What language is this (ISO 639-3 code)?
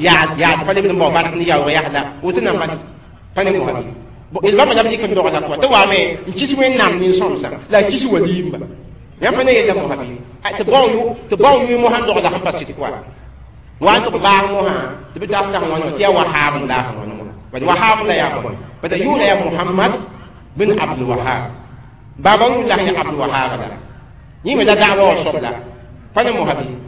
mos